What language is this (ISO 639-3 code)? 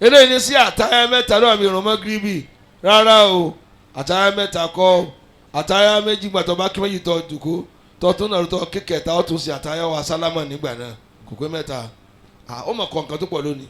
yor